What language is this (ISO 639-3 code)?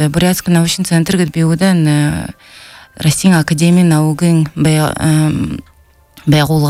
bel